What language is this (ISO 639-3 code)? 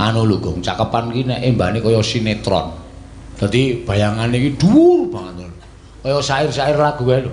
jav